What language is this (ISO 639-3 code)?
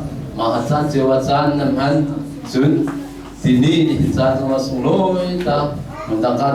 cnh